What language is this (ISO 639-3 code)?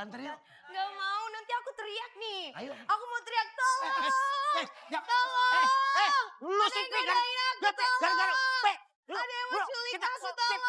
bew